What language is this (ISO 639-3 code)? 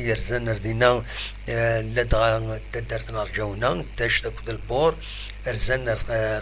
kab